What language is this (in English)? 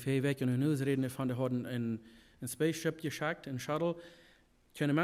Plautdietsch